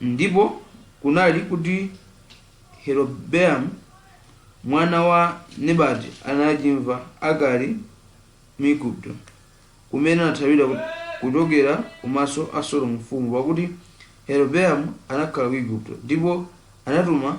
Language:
Nyanja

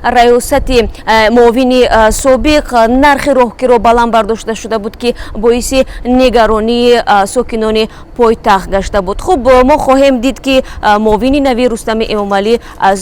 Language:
Tajik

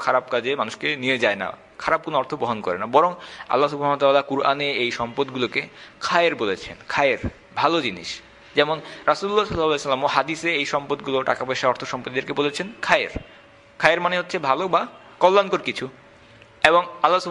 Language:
Bangla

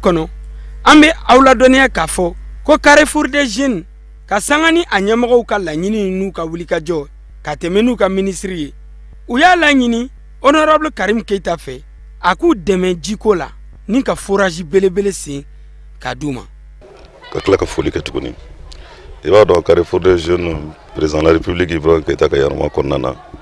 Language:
Bambara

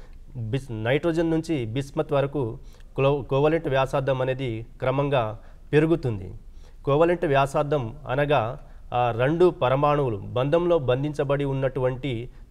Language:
Telugu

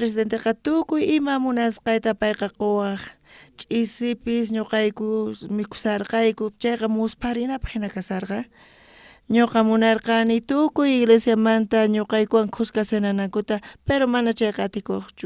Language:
South Bolivian Quechua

